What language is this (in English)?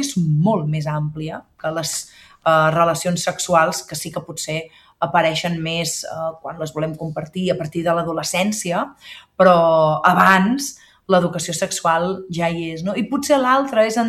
Catalan